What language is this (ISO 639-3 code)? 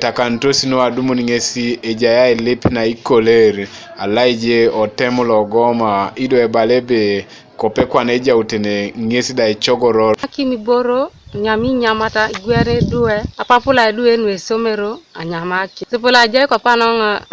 teo